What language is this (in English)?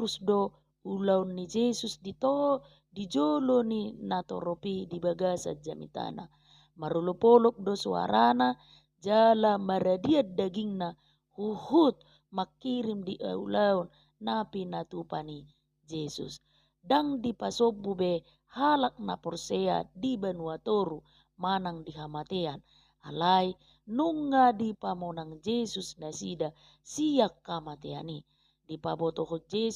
Batak Toba